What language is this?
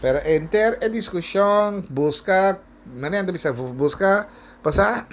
Papiamento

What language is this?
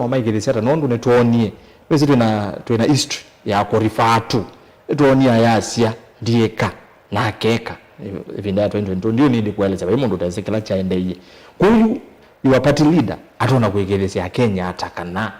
Kamba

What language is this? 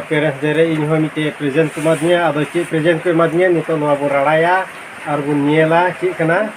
Santali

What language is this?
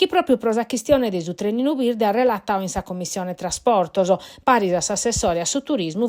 Sardinian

